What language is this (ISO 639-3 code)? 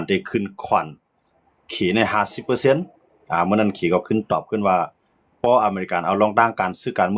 shn